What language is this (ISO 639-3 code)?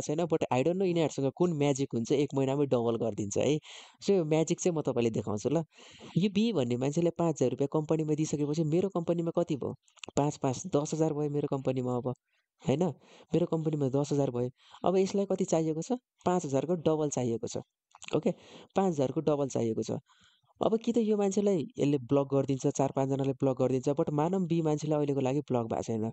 nep